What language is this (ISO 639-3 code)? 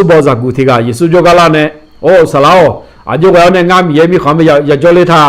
ahk